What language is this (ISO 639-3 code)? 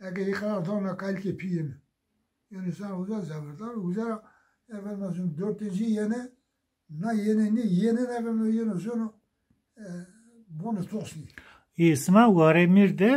zza